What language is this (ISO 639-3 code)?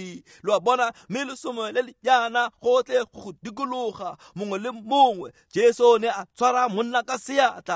tsn